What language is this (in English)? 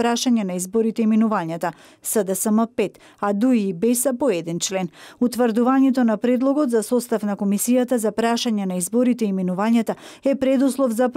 Macedonian